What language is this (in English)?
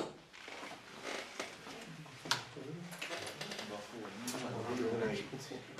Norwegian